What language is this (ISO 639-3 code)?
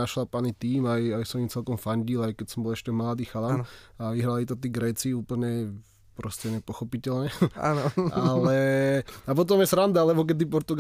slk